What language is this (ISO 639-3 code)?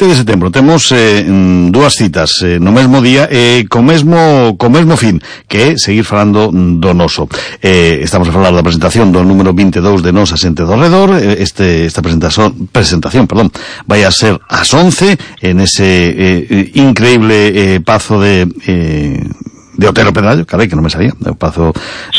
glg